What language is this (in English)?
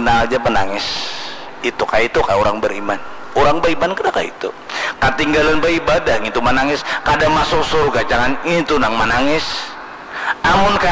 Banjar